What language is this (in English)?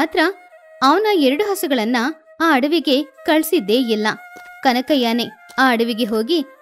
Kannada